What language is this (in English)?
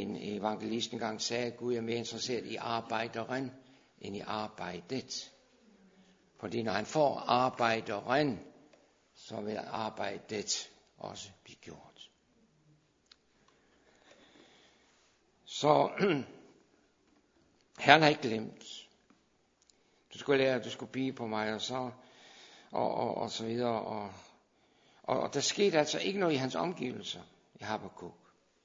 Danish